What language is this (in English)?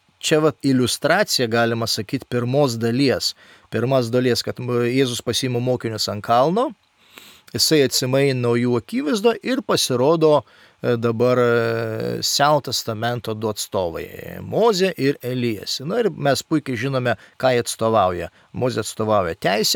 Lithuanian